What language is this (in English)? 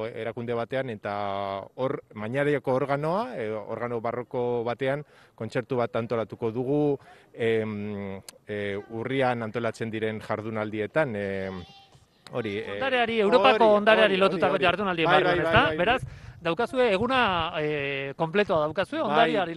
Basque